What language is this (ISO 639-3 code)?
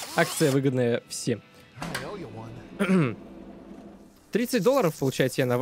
rus